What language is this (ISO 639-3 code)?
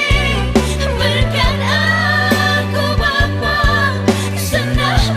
btx